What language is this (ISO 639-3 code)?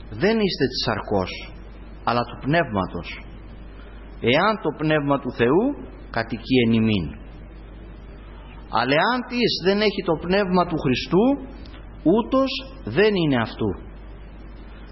ell